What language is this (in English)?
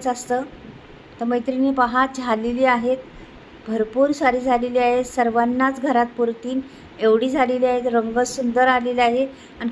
Marathi